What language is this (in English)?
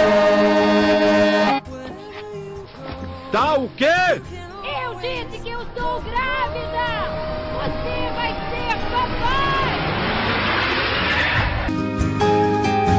Portuguese